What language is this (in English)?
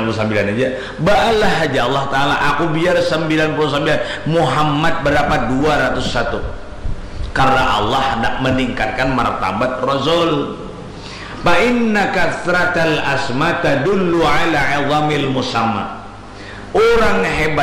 Banjar